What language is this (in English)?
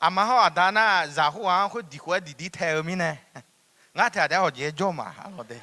Akha